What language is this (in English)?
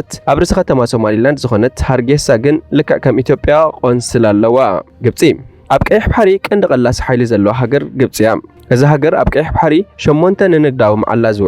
Tigrinya